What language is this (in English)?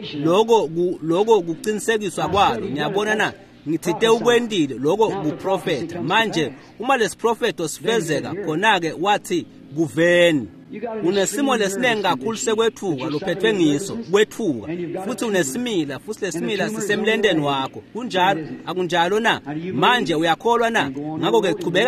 Swati